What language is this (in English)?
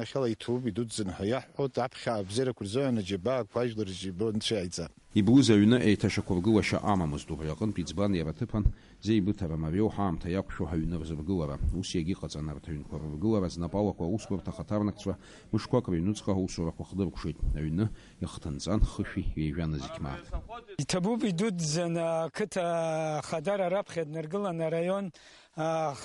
Abkhazian